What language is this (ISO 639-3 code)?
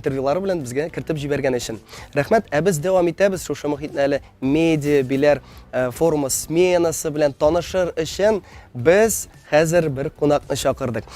tat